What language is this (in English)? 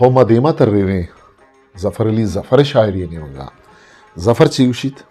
Eastern Balochi